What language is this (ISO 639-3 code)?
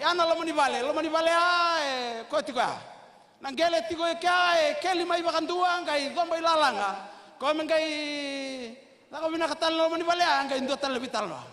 fij